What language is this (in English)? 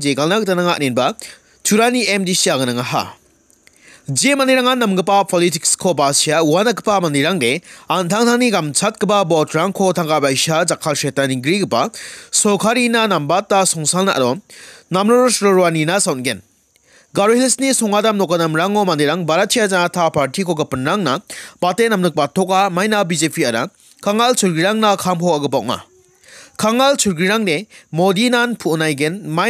Garo